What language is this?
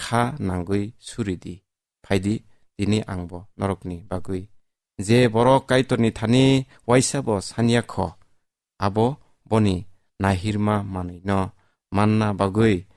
Kok Borok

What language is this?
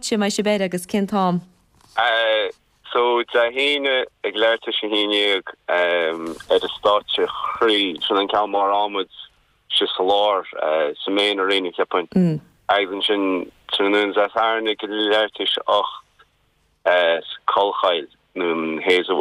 Irish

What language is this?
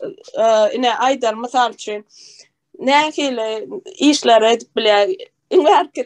Turkmen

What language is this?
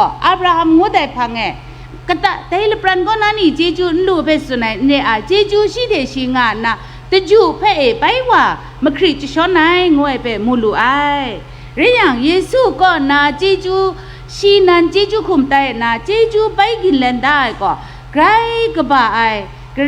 Kachin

